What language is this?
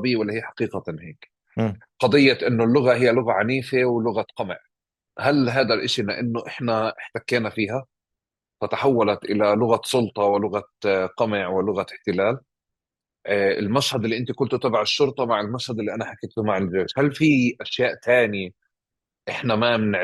North Levantine Arabic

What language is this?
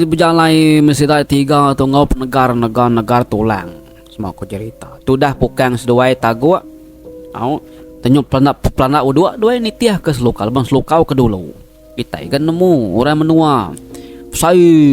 Iban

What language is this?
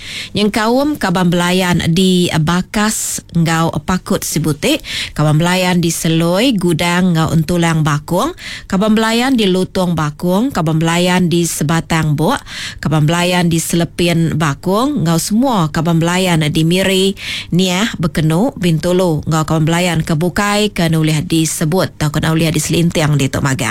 Iban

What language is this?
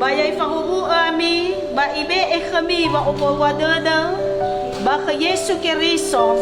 Nias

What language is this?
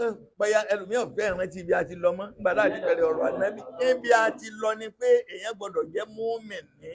Yoruba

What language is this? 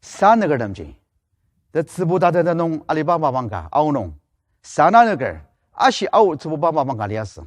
Ao Naga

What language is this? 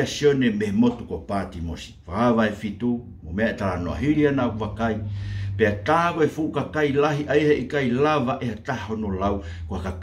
Tongan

